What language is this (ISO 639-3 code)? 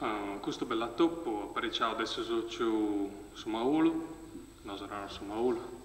srd